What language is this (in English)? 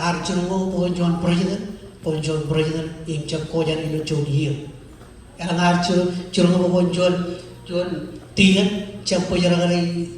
Marshallese